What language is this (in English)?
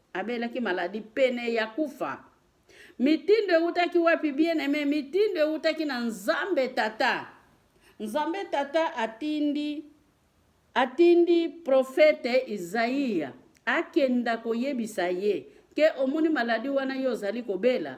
Lingala